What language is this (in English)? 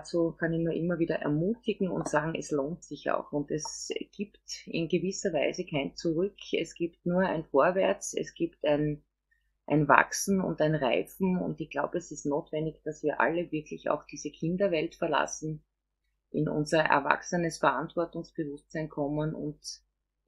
German